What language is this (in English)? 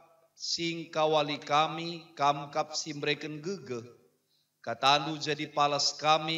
Batak Karo